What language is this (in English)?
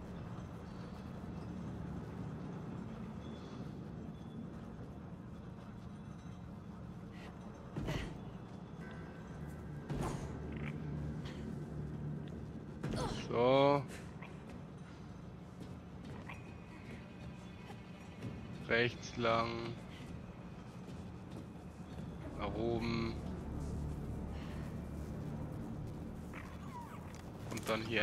German